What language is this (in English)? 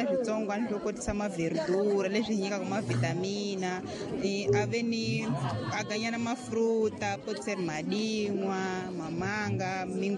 Tsonga